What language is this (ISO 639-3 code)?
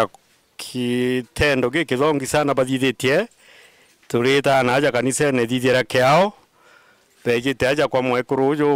mer